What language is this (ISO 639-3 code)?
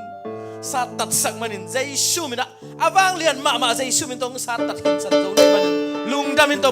ctd